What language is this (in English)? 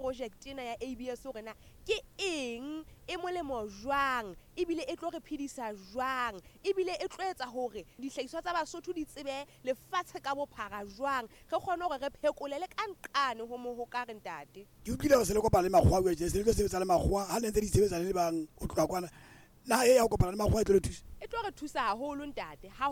Southern Sotho